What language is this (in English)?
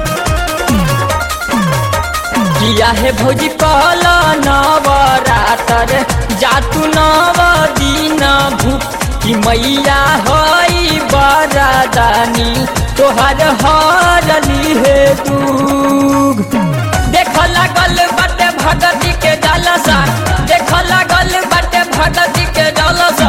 Bhojpuri